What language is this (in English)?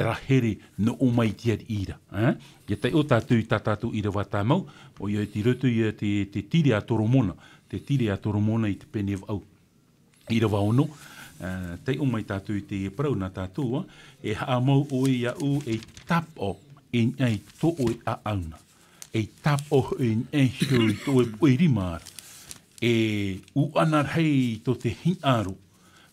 Tahitian